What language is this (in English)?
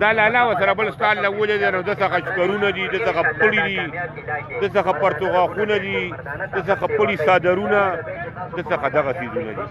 Pashto